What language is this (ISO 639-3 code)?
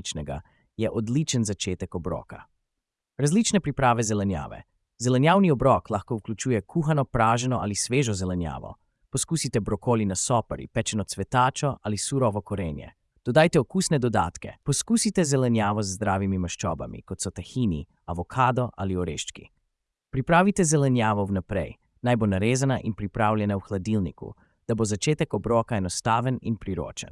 slv